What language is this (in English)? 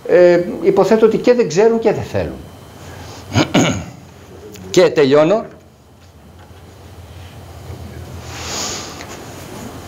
Greek